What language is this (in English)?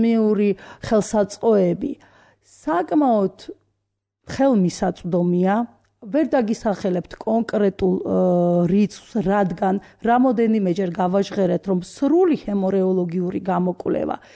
Georgian